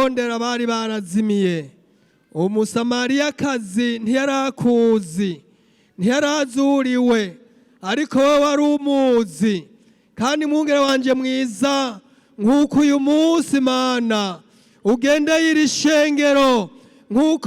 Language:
Rundi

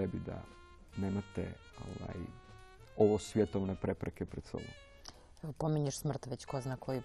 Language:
Serbian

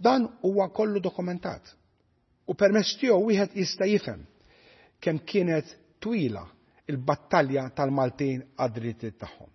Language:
Maltese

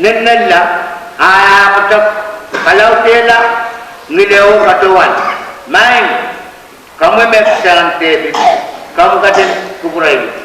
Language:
Pohnpeian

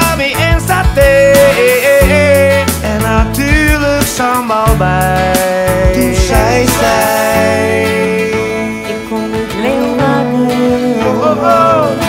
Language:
Dutch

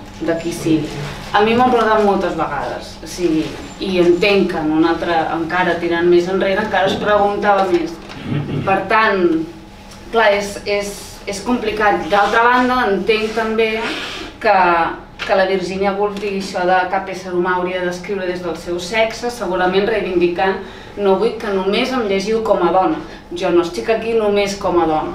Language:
Catalan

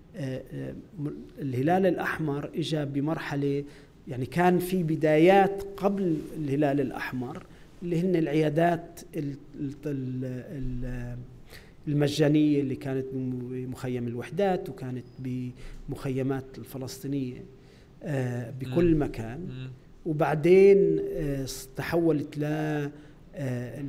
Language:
North Levantine Arabic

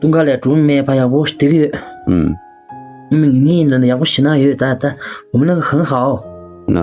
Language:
Tibetan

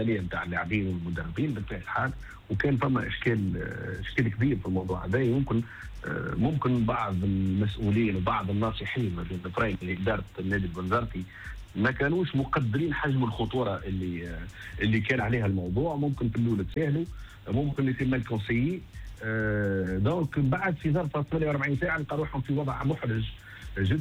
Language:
Tunisian Arabic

